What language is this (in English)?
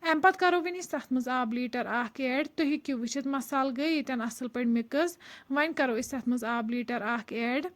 Kashmiri